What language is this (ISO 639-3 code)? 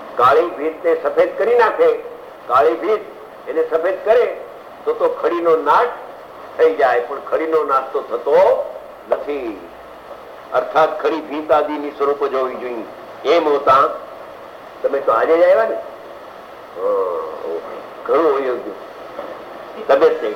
guj